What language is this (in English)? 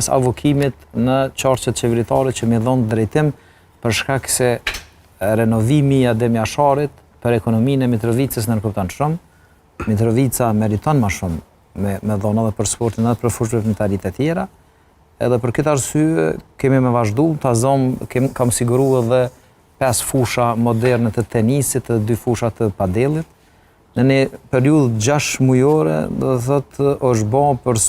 Albanian